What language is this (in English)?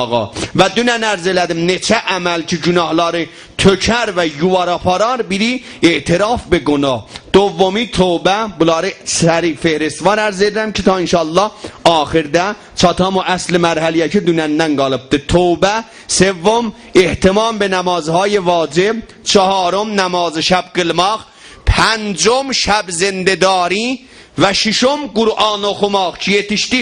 South Azerbaijani